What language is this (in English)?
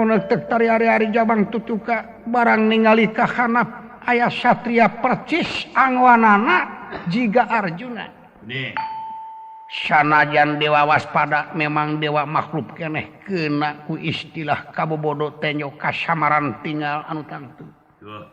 Sundanese